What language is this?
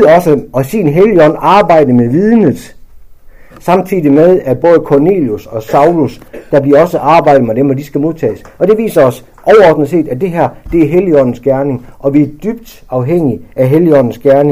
Danish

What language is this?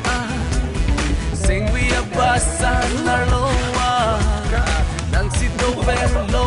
Karbi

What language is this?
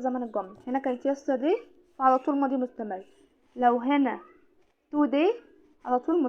Egyptian Arabic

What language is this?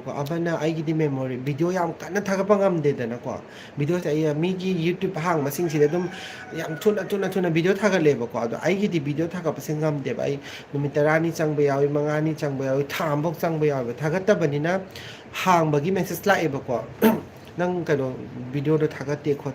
Manipuri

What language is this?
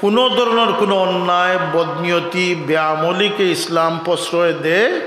Sylheti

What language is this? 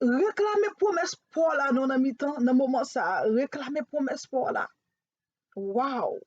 Haitian Creole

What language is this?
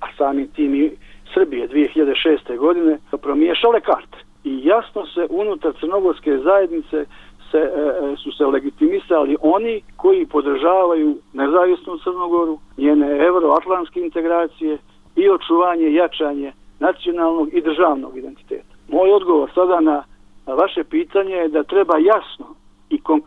Bosnian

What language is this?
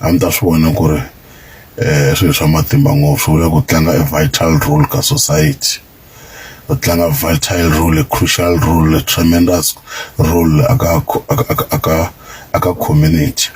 Tsonga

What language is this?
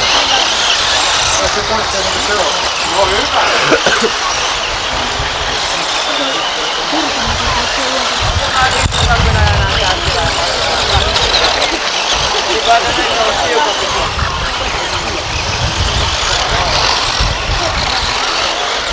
Finnish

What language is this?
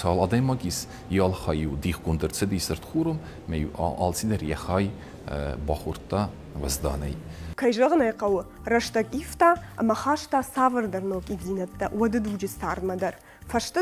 Ossetic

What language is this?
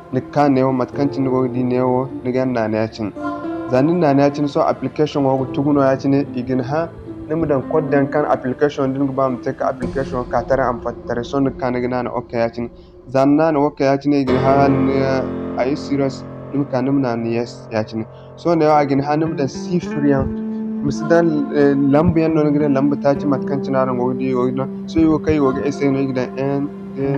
Zarma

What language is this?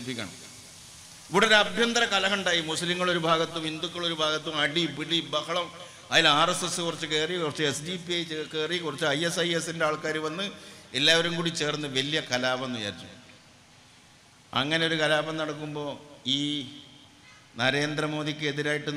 Malayalam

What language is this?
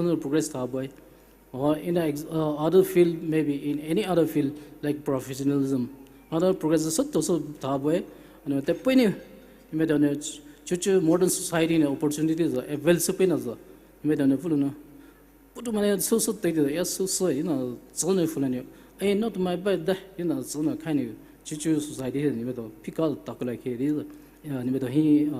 Poumei Naga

